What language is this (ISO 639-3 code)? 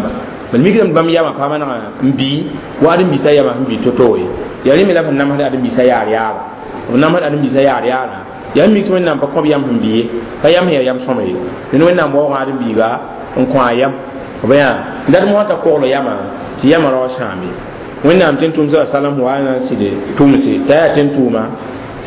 mos